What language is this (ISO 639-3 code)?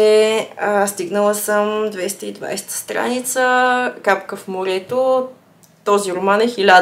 bul